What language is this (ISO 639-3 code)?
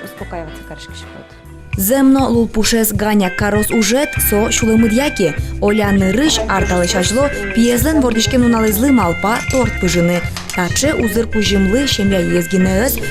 udm